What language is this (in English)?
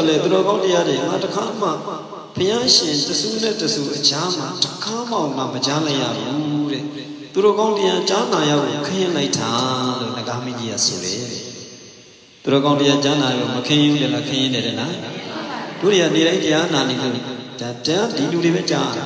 Burmese